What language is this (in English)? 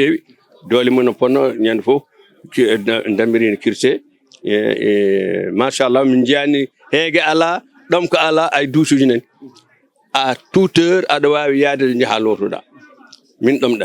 Fula